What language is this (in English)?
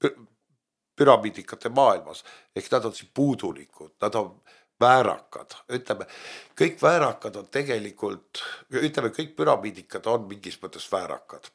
Estonian